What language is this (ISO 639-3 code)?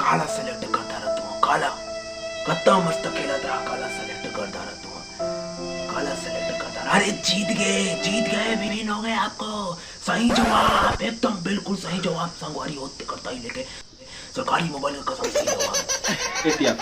hne